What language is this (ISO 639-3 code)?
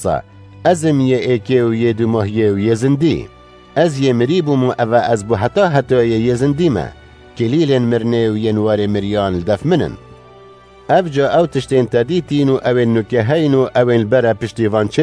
kur